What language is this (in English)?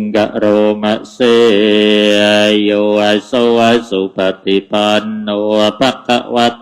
Pali